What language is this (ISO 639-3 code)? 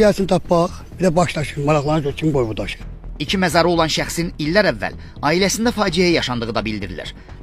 aze